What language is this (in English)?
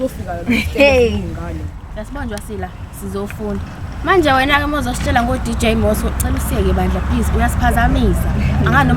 Zulu